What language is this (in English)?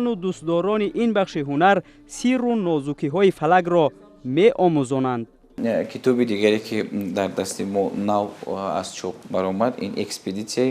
Tajik